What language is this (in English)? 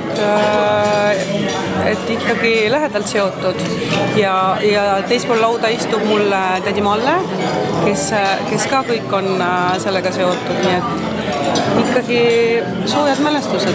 Estonian